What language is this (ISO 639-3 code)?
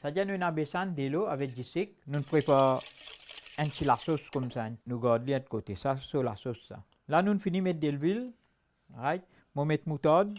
mfe